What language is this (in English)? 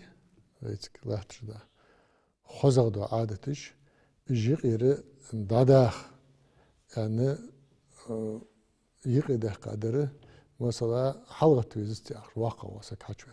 Ingush